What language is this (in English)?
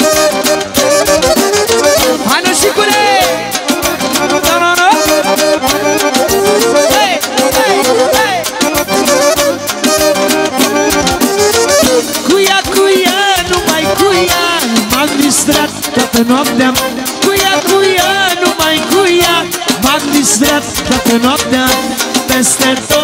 Romanian